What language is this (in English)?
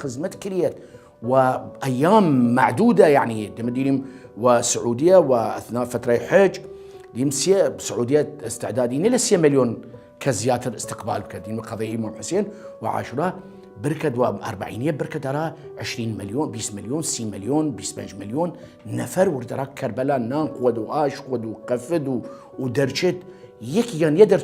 Southern Kurdish